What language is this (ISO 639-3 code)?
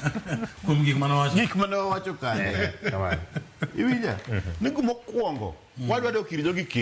luo